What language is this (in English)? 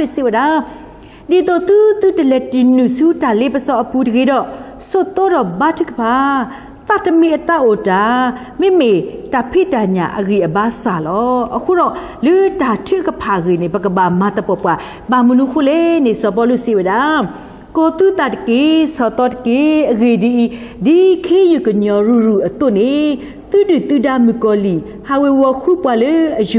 S'gaw Karen